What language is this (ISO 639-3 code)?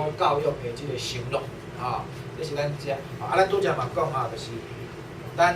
nan